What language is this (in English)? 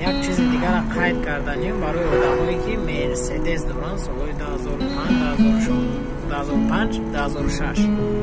Tajik